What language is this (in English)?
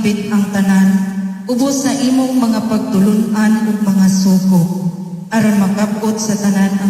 Cebuano